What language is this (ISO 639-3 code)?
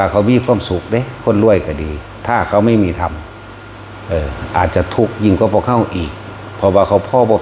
tts